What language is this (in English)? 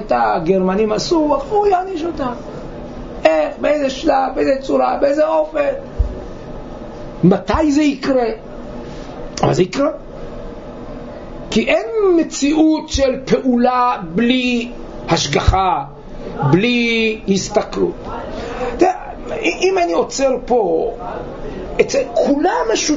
Hebrew